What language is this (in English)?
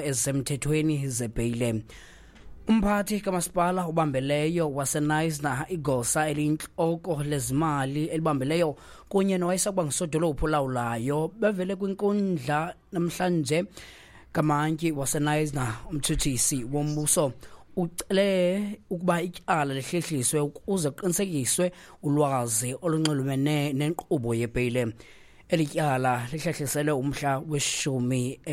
Xhosa